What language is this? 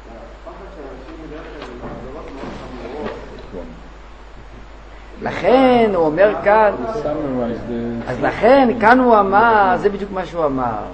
Hebrew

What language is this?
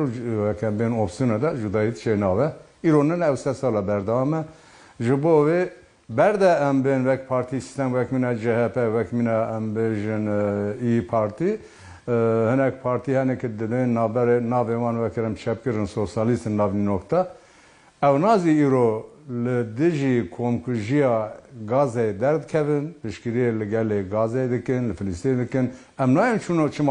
Kurdish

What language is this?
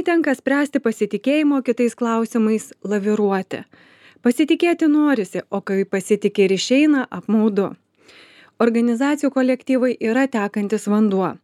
Lithuanian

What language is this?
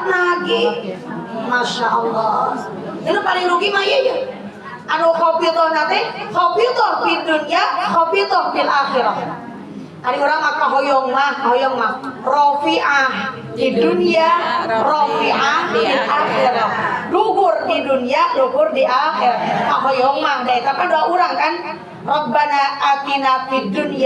Sundanese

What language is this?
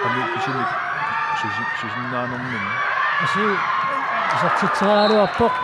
Kalaallisut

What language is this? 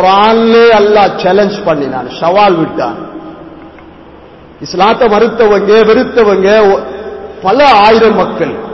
Tamil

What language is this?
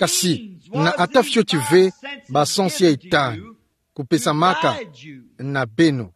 Kituba (Democratic Republic of Congo)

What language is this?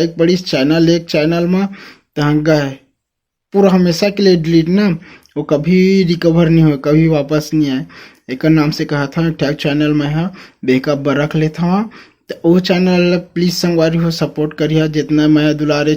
Chhattisgarhi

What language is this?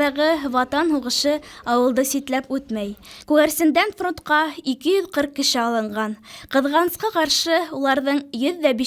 Bashkir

